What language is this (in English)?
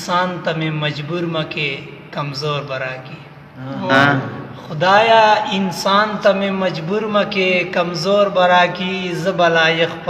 Pashto